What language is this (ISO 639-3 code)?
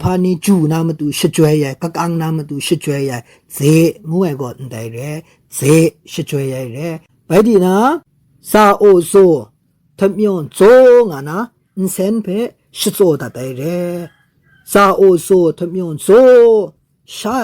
kac